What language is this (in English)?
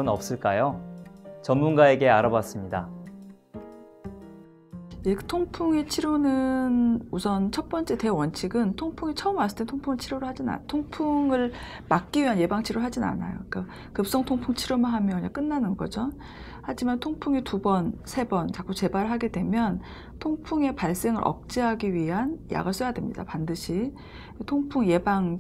Korean